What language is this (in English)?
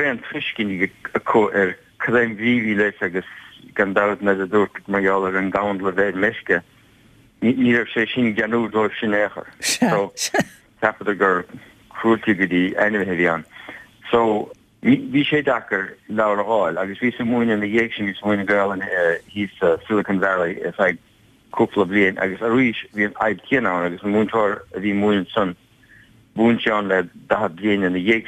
Irish